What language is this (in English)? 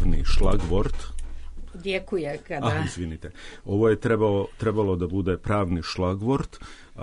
Serbian